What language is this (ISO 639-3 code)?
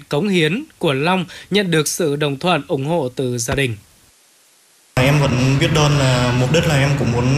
vie